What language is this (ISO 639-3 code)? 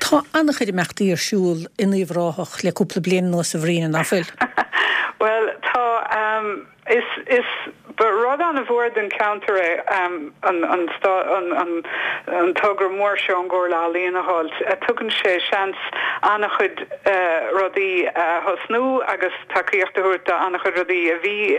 gle